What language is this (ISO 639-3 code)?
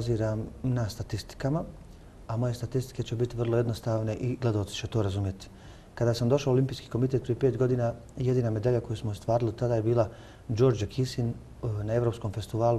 bos